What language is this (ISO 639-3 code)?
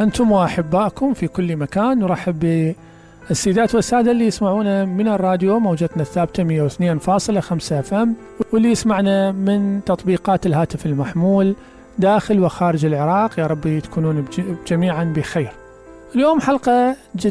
acm